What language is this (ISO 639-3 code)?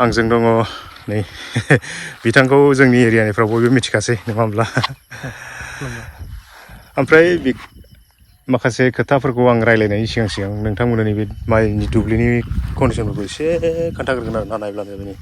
brx